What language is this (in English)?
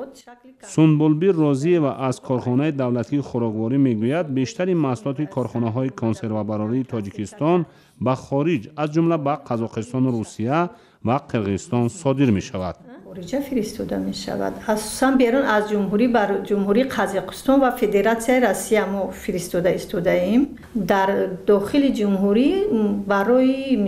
Tajik